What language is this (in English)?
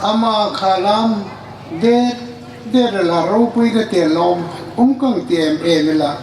Hmar